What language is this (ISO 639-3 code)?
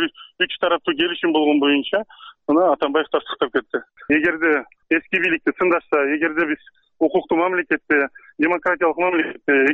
kir